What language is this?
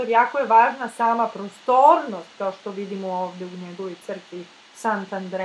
Serbian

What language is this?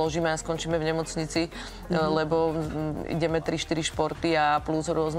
Slovak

